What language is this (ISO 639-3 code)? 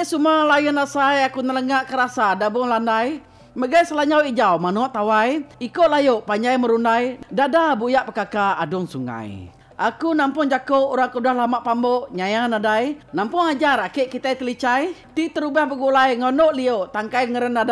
iba